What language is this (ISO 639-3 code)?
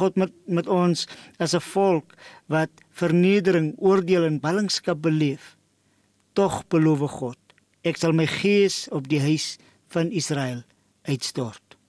afr